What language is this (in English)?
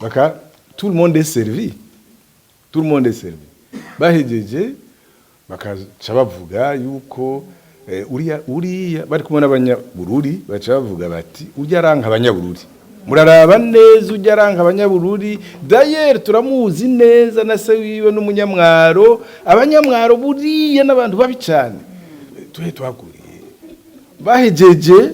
Rundi